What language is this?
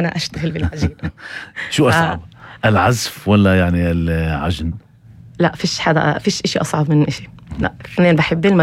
North Levantine Arabic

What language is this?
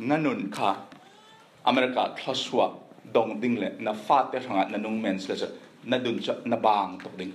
Falam Chin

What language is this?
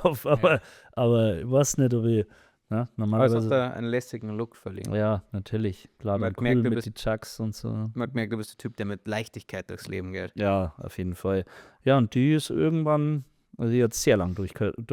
Bavarian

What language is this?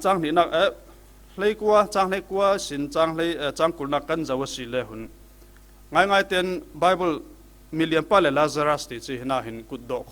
Falam Chin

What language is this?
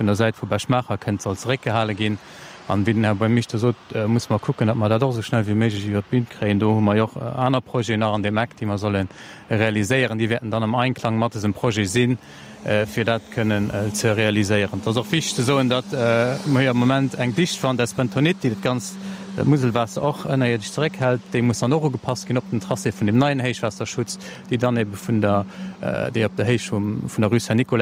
Luxembourgish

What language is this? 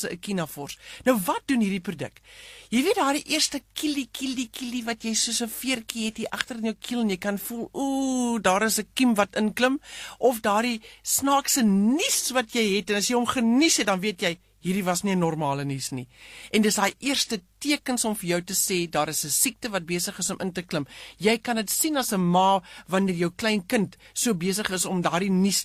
Afrikaans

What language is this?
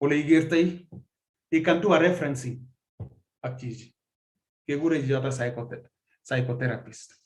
Kalenjin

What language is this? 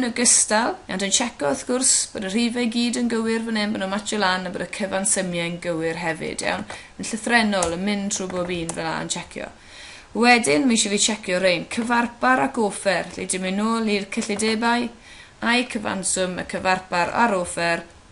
Welsh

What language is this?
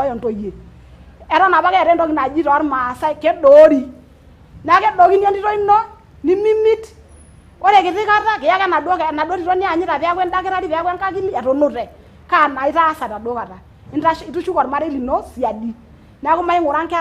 Masai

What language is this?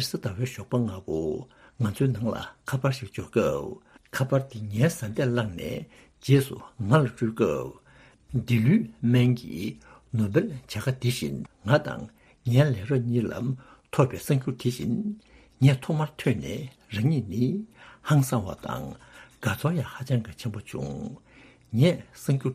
Tibetan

